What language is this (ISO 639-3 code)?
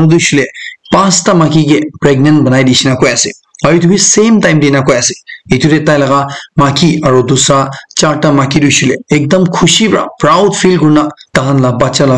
nag